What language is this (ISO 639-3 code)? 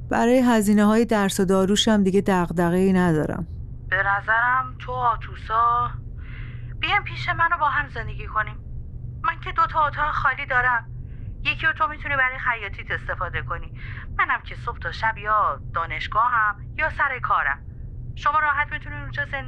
fas